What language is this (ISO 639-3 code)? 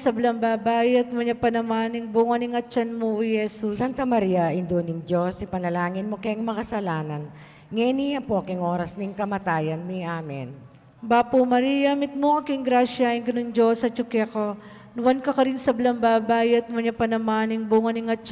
pam